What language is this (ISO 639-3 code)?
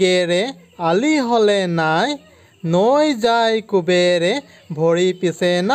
asm